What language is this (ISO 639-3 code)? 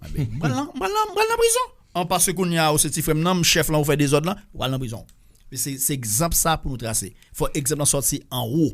hat